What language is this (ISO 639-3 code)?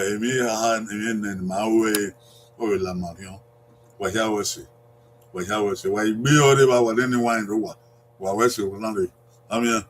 bin